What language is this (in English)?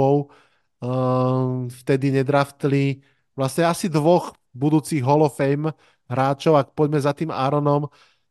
Slovak